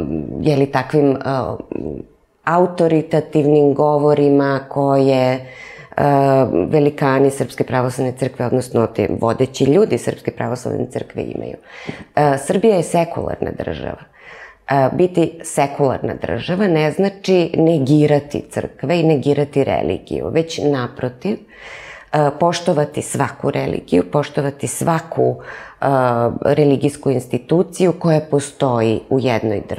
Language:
Serbian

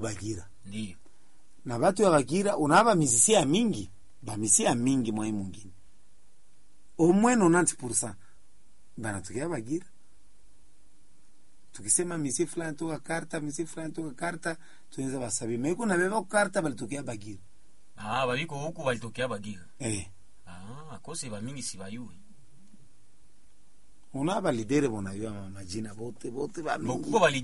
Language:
Swahili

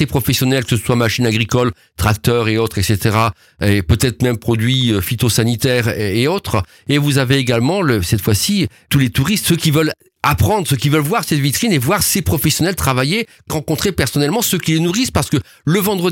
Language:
French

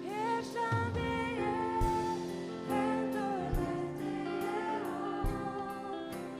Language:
Faroese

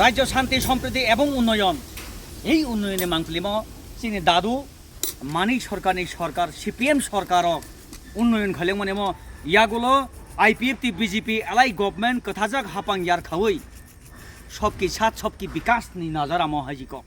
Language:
Kok Borok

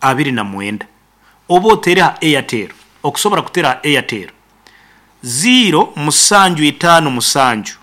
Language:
Nyankole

